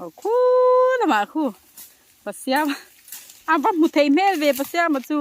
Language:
Mizo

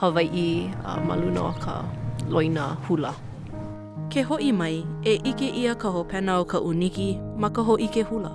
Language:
Hawaiian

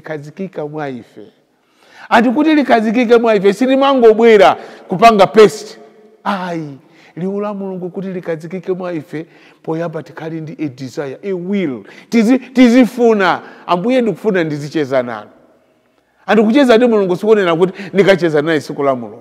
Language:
Nyanja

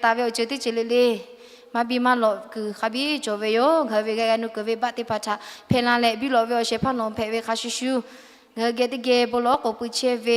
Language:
Lahu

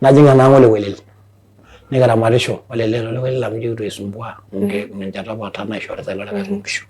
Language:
Masai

